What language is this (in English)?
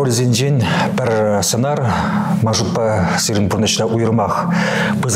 Chuvash